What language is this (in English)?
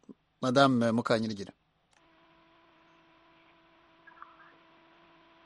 Kinyarwanda